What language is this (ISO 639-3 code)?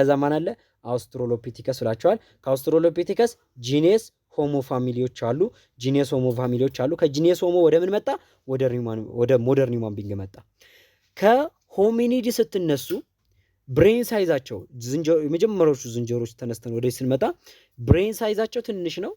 amh